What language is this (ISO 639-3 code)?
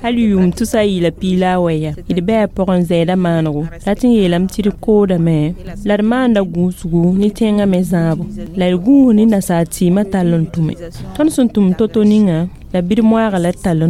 mos